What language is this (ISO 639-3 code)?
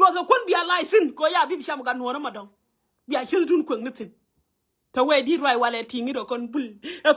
nus